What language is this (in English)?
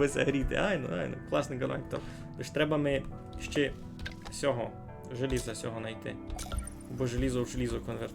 Rusyn